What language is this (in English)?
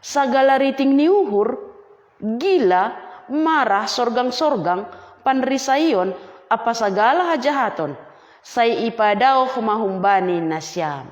Batak Simalungun